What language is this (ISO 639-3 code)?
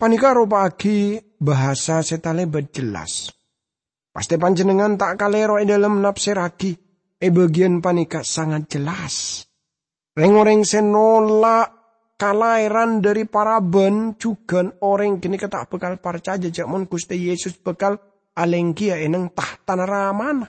mad